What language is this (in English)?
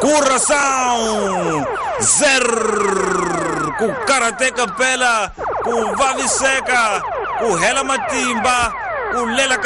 Tsonga